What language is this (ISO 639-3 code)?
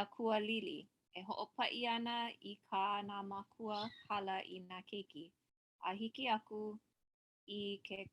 haw